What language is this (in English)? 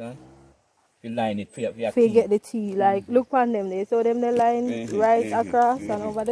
Jamaican Creole English